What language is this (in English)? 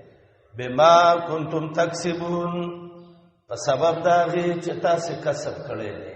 Pashto